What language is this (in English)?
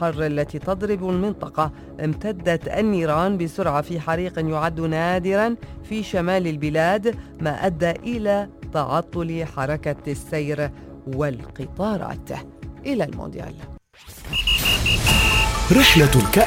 Arabic